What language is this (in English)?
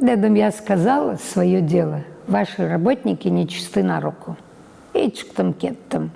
Crimean Tatar